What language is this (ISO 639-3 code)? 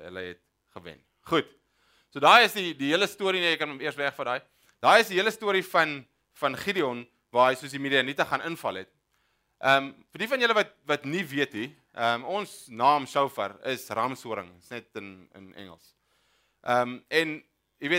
afr